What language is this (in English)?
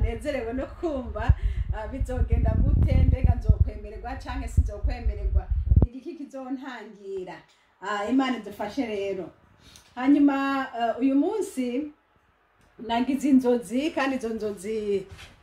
Rundi